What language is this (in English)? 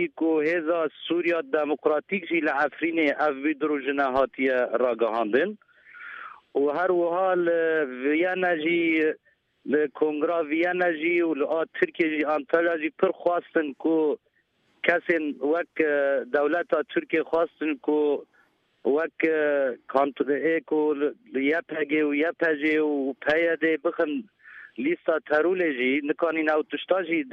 Kurdish